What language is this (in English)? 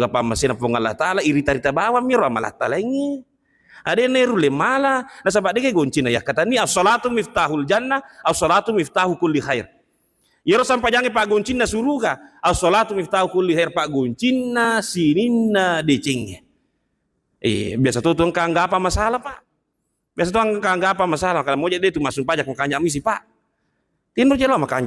Buginese